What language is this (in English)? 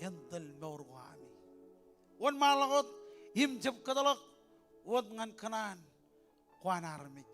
Marshallese